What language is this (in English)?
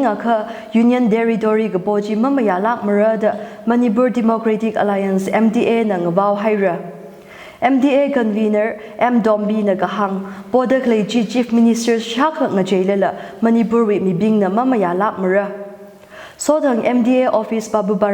Tangkhul Naga (India)